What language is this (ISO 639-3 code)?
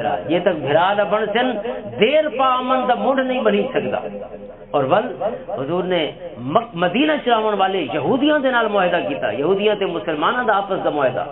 lah